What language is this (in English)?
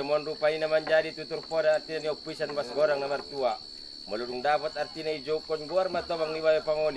Batak Angkola